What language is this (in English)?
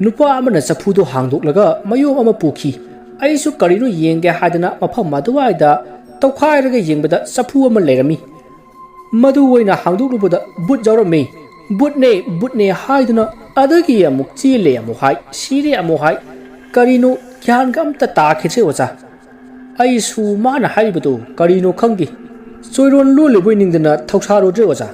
Manipuri